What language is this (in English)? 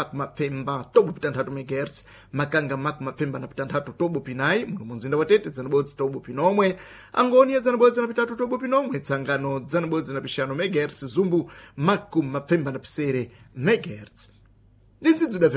Sena